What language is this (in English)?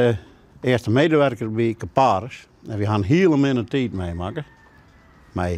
Western Frisian